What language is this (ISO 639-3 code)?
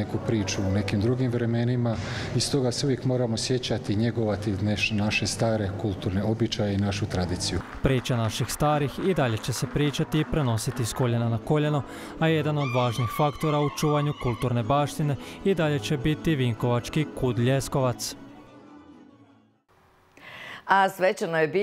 hrv